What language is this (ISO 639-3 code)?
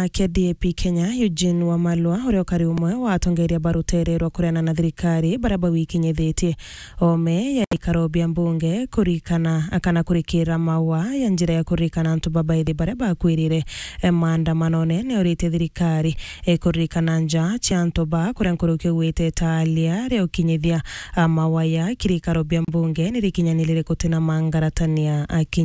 mer